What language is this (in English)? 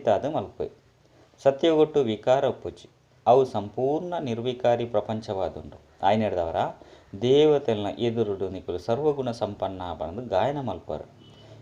Tulu